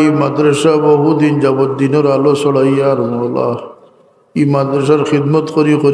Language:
Sylheti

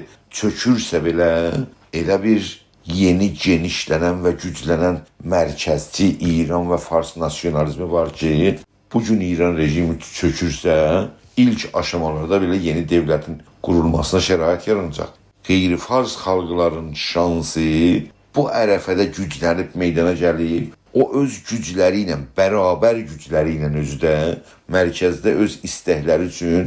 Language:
South Azerbaijani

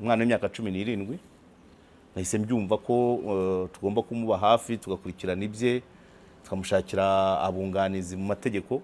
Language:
Kinyarwanda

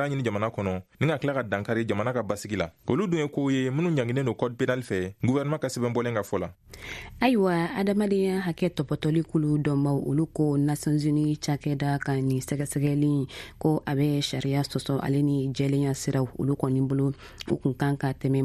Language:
Bambara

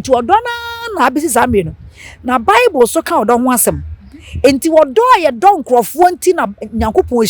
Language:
Akan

